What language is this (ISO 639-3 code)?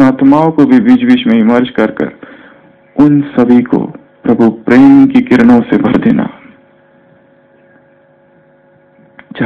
hin